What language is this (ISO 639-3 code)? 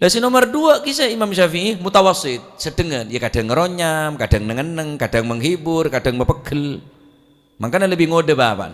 mad